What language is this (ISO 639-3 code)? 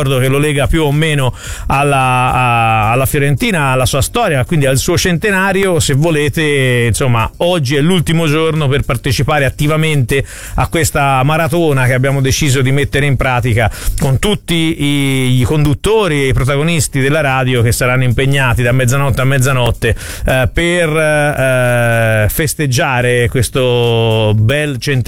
ita